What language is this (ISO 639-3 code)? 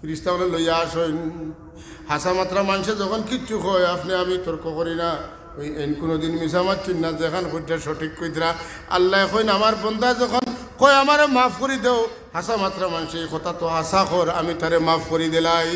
syl